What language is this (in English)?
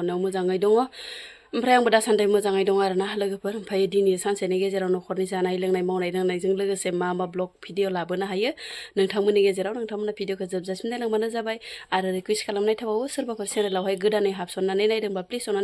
Bodo